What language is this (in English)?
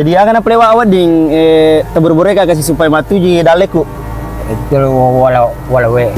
Buginese